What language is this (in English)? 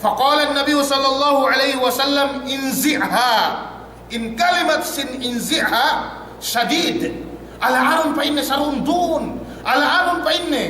Yakan